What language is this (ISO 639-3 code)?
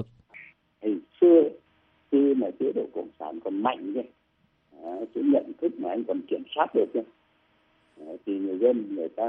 vie